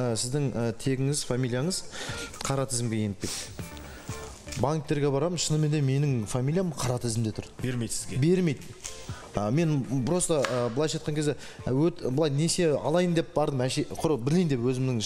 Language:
Kazakh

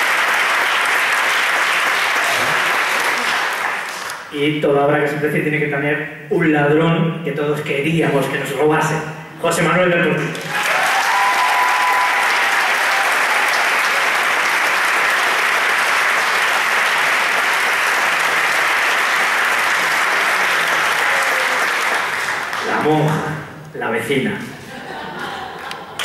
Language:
Spanish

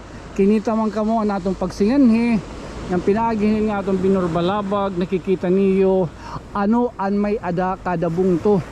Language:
Waray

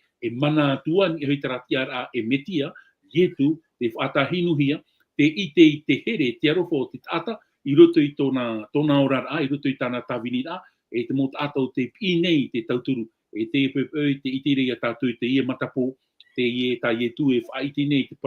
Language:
Tahitian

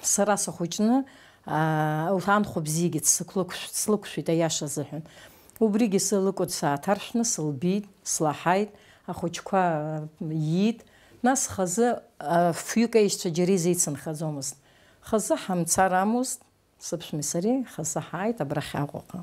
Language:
Abkhazian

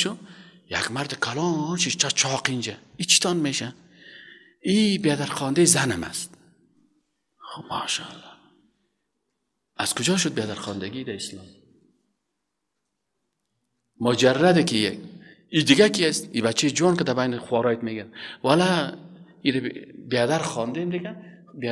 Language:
Persian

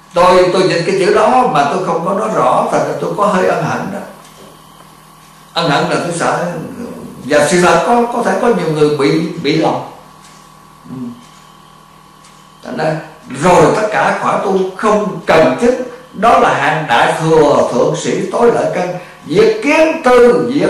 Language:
Vietnamese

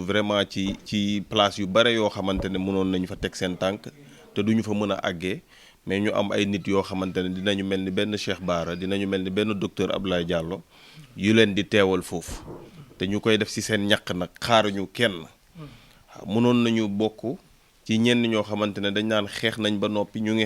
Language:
Wolof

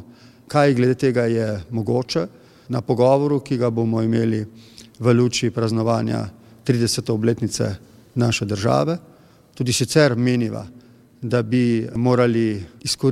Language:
Slovenian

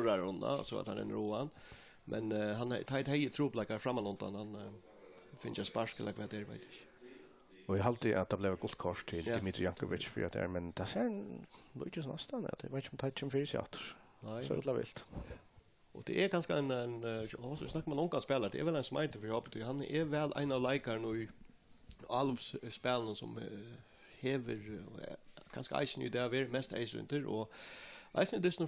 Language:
Faroese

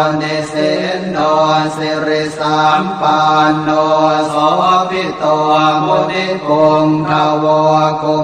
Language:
Pali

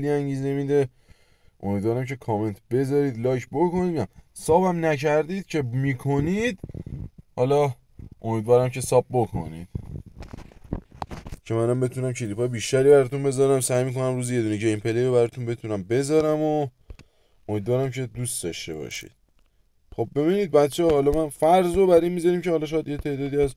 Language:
Persian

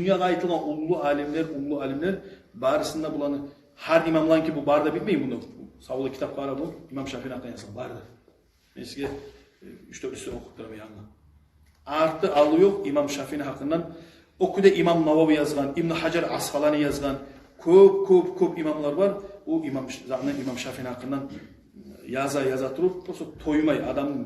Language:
Kumyk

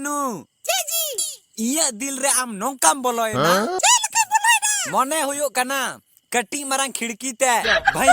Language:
Santali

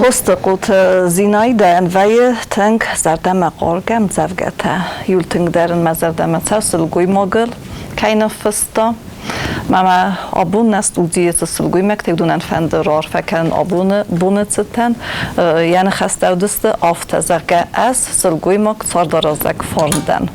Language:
Ossetic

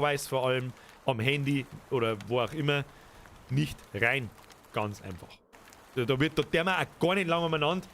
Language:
Bavarian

